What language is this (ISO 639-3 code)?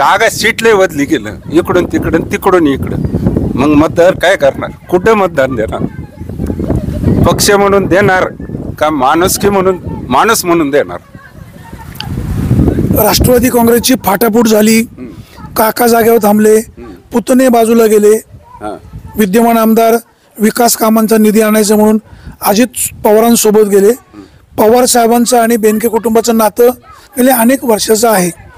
mar